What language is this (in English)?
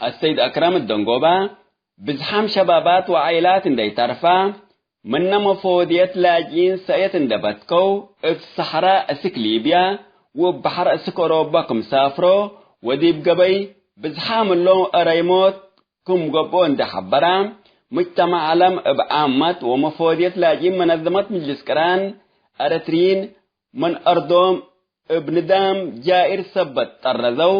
Tigre